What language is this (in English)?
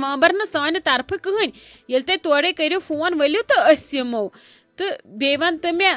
Kashmiri